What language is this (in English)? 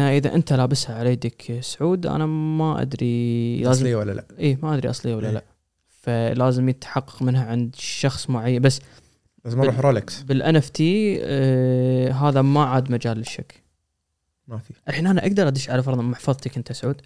Gulf Arabic